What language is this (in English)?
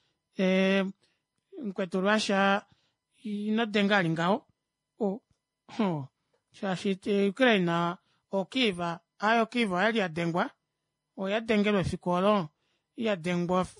Kuanyama